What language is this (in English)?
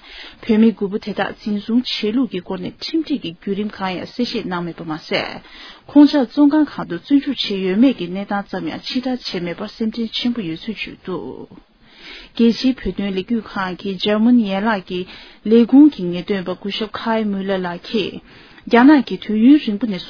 Tibetan